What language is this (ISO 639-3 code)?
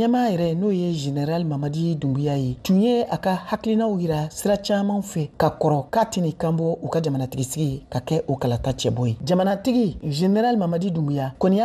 bam